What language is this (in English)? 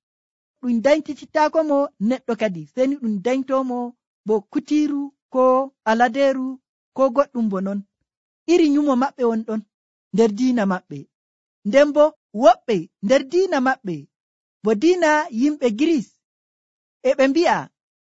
Nigerian Fulfulde